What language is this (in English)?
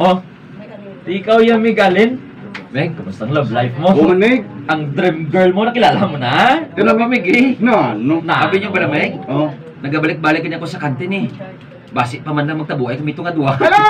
Hiligaynon